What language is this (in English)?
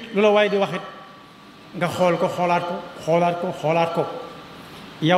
Wolof